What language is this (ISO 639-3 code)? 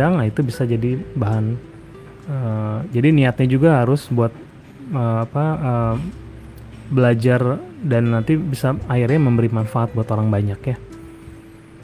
ind